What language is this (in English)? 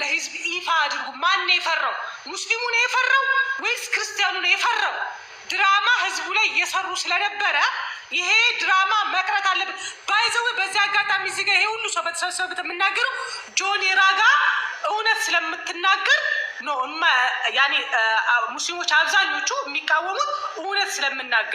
Amharic